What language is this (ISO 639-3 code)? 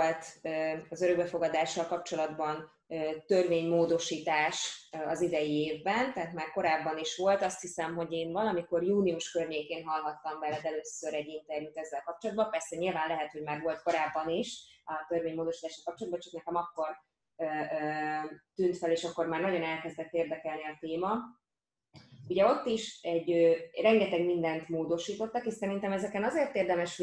hun